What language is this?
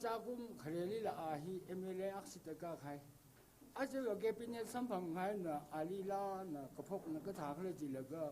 Tangkhul Naga (India)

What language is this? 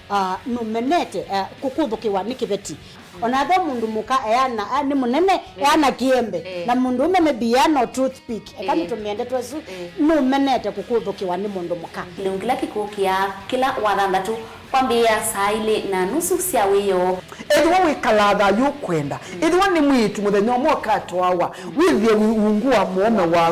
Kamba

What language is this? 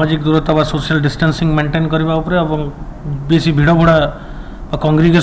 Odia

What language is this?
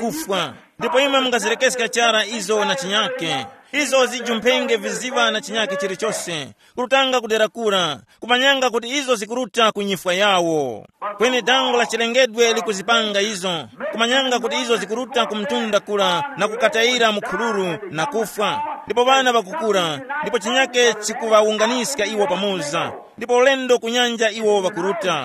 Tumbuka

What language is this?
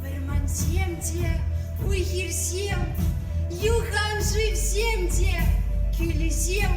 Chuvash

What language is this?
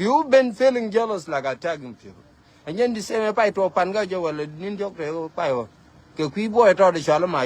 Nuer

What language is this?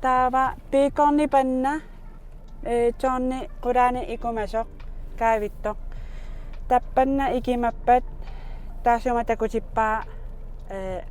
Kalaallisut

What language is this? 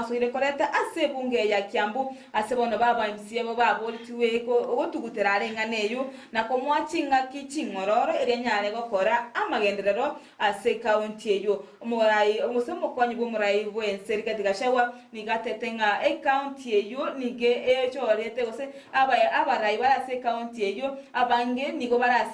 Gusii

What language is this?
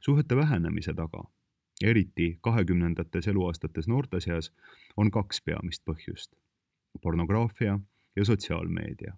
Estonian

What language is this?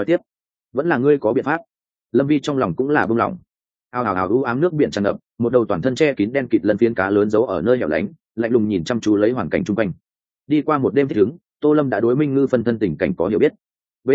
Vietnamese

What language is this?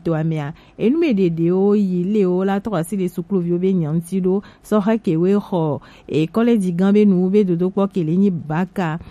Gen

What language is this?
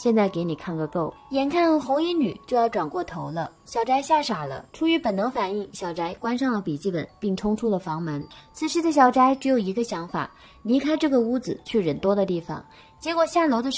Chinese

